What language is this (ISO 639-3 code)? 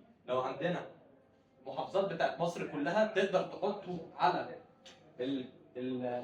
arz